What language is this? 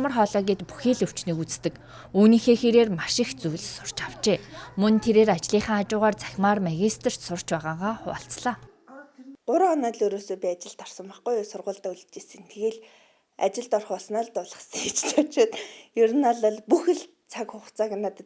Mongolian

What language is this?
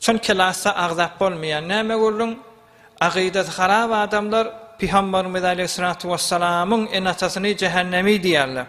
Turkmen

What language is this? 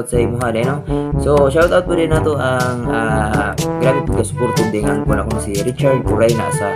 Cebuano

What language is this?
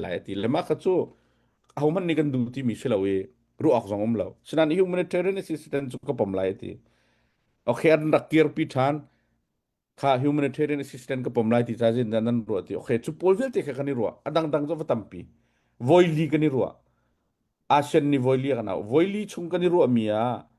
Hakha Chin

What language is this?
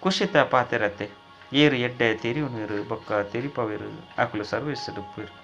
Tulu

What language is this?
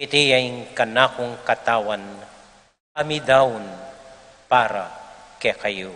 Pampanga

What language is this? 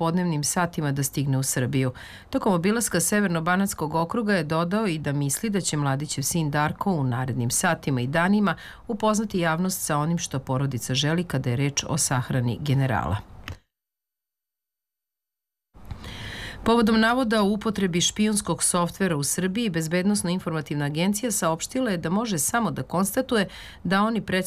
Serbian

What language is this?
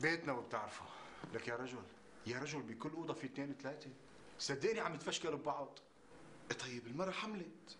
North Levantine Arabic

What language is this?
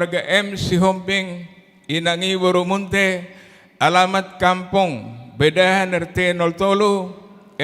Batak Toba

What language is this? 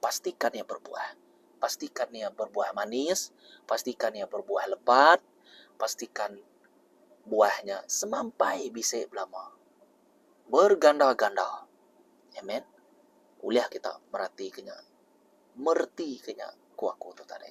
Iban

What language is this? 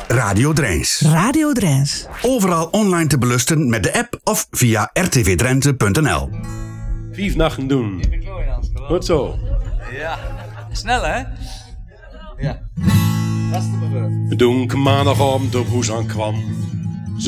Dutch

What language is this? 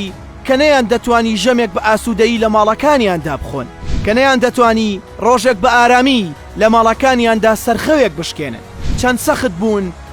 Central Kurdish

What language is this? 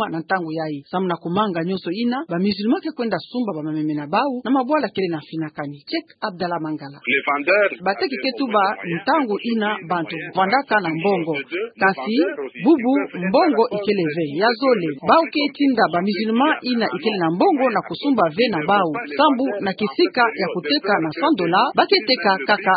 Kituba (Democratic Republic of Congo)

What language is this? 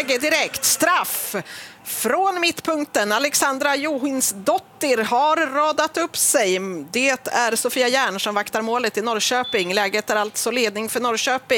Swedish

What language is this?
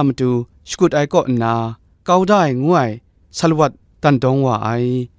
Kachin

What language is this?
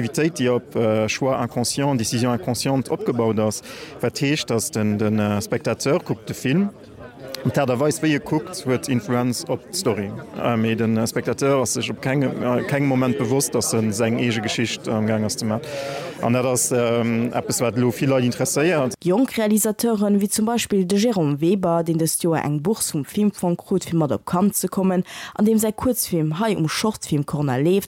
Luxembourgish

